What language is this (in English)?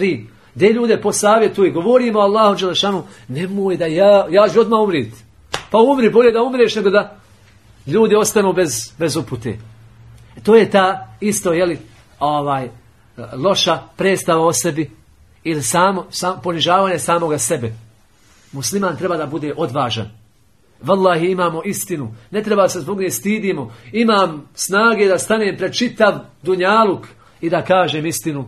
Bosnian